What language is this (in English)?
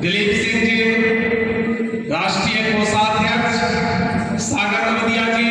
Maithili